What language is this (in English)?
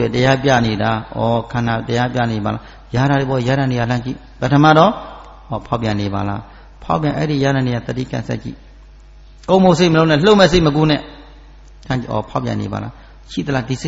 Burmese